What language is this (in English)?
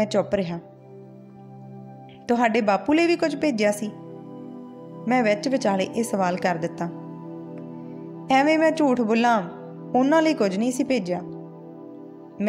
Punjabi